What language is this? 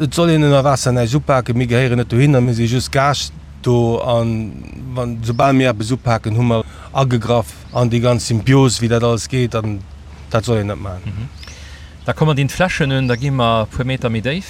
Luxembourgish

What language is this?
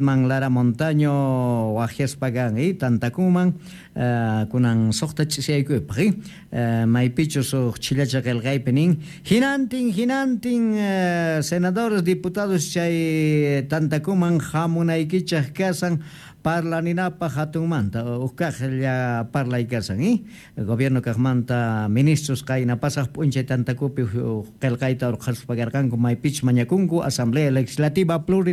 South Bolivian Quechua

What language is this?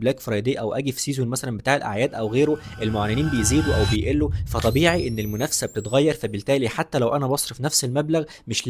Egyptian Arabic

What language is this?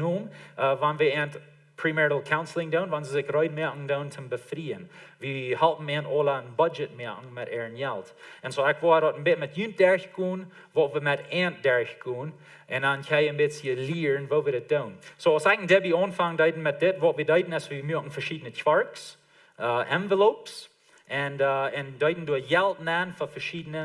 Plautdietsch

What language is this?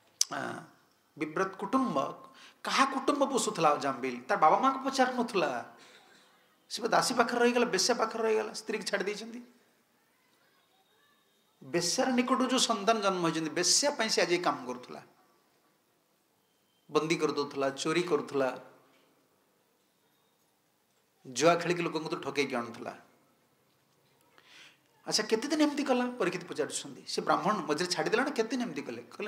Odia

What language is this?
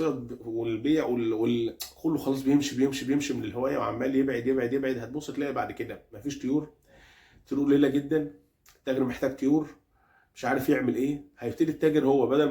Egyptian Arabic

